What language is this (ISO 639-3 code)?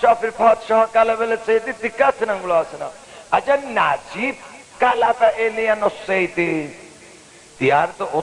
azb